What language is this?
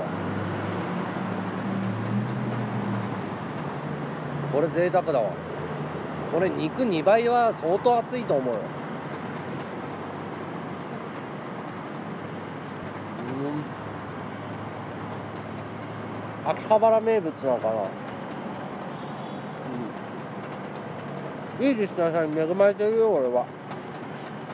Japanese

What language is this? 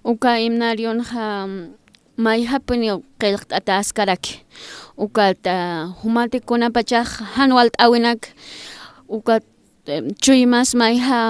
Aymara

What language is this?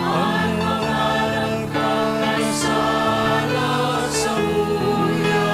Bikol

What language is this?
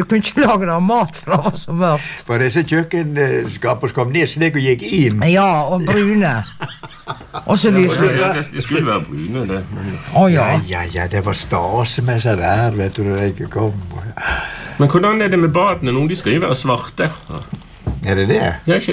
Norwegian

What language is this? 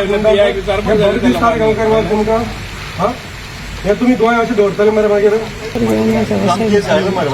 Konkani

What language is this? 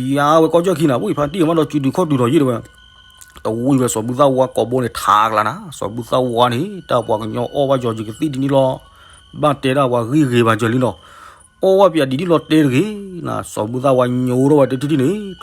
S'gaw Karen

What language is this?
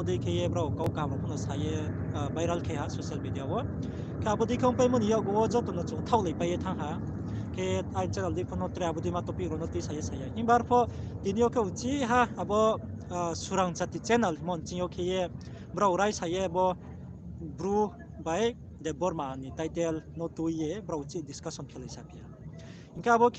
Riang (India)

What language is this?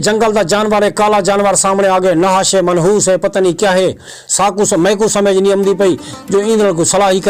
Saraiki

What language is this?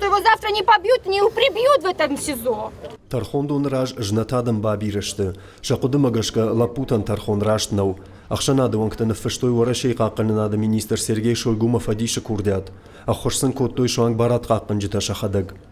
Ossetic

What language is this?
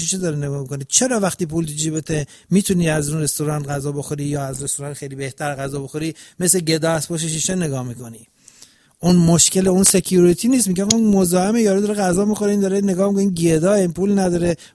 Persian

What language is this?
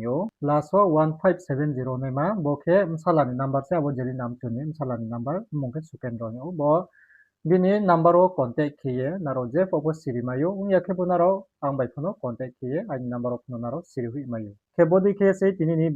Riang (India)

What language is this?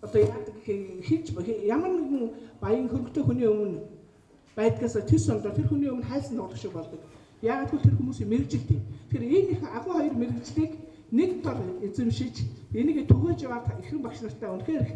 Mongolian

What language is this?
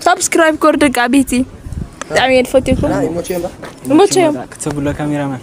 Tigrinya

